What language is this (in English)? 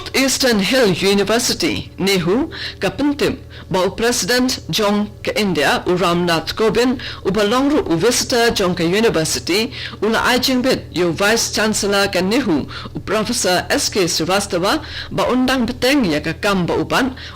Khasi